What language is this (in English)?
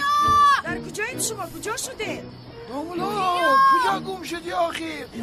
Tajik